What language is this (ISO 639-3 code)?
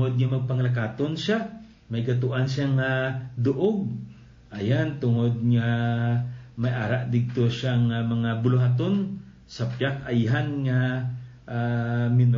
hil